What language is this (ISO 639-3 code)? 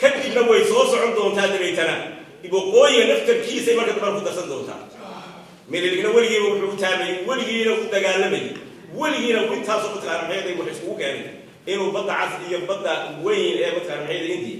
som